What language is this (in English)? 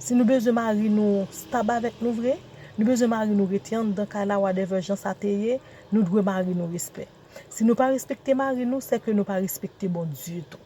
Haitian Creole